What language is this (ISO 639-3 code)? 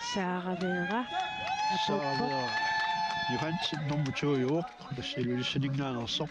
kal